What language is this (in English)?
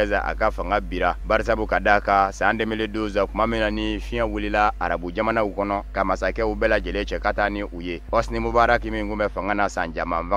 Bambara